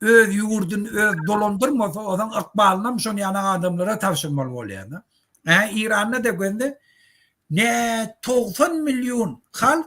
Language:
Turkmen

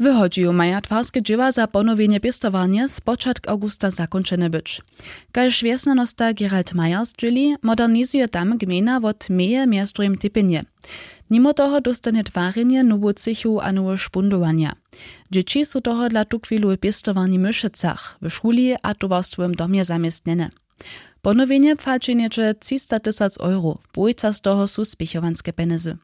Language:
Upper Sorbian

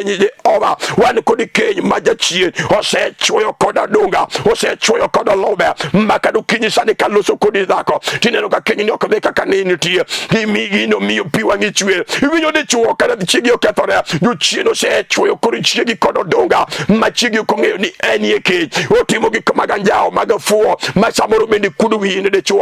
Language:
Luo (Kenya and Tanzania)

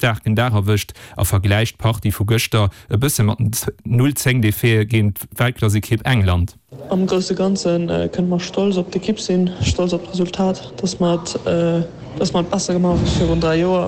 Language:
Luxembourgish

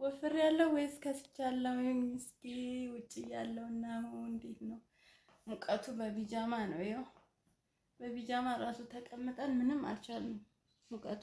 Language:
Amharic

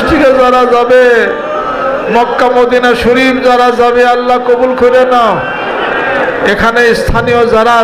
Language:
Bangla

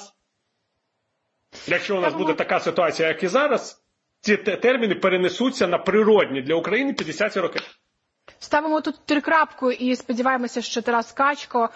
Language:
Ukrainian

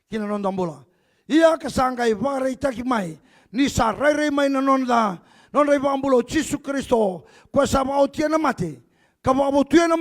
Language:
Fijian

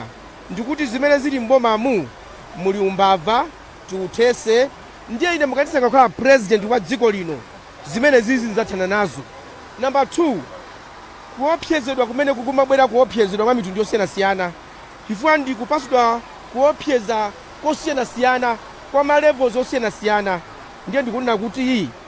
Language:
Nyanja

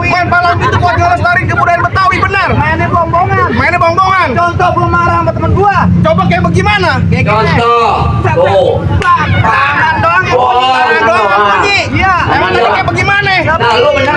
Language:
Betawi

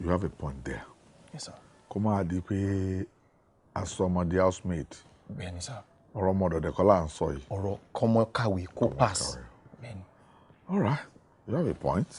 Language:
Yoruba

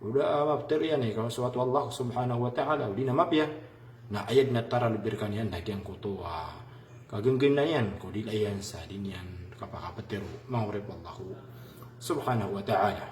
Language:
Maranao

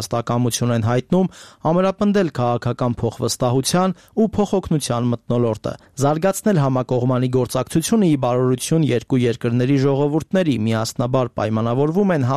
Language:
Armenian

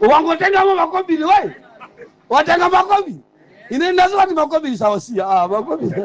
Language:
Nyanja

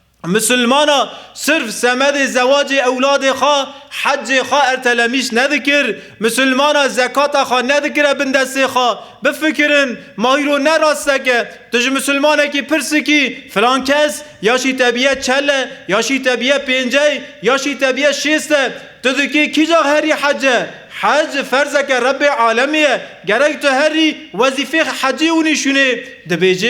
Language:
Kurdish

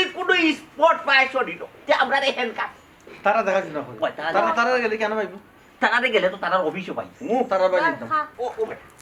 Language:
Sylheti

